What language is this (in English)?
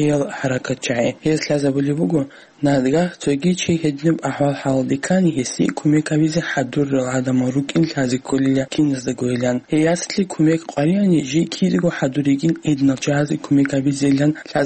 Avaric